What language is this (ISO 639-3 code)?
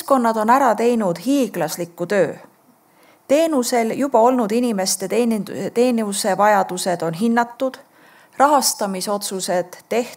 est